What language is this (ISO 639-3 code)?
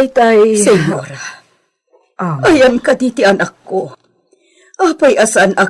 ilo